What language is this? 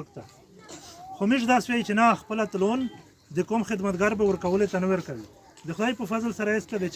Pashto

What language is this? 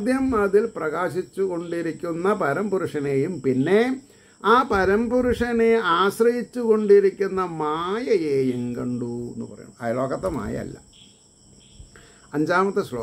Malayalam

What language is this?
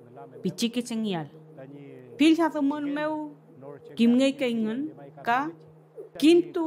Mapuche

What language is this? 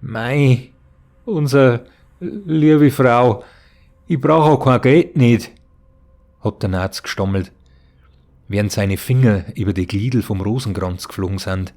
Bavarian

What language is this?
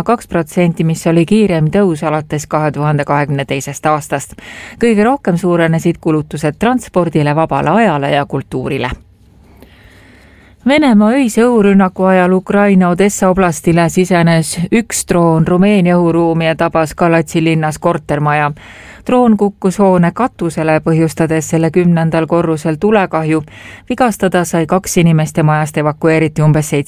Estonian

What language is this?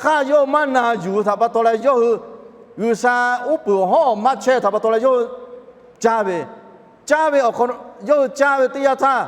Lahu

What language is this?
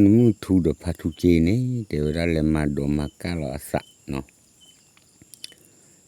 S'gaw Karen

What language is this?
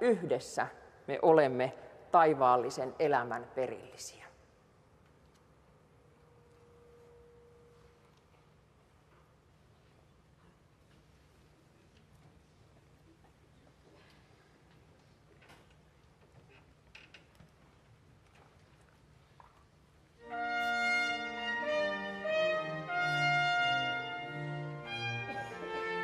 Finnish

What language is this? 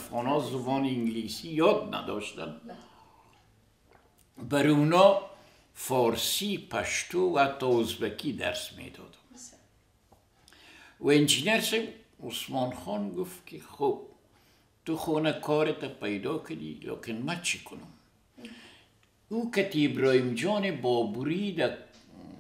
Persian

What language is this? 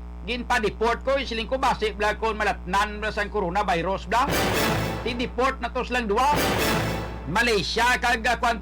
Hiligaynon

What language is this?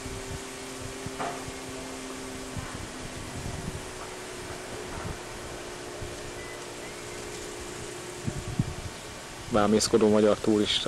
Hungarian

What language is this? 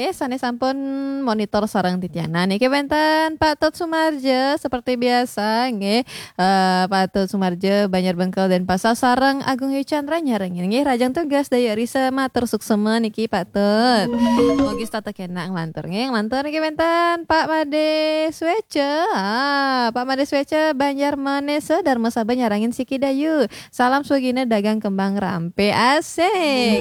Balinese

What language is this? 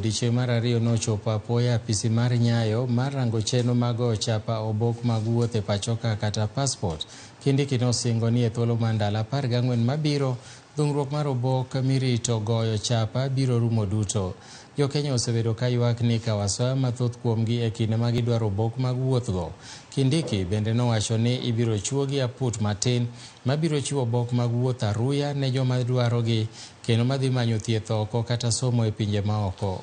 Luo (Kenya and Tanzania)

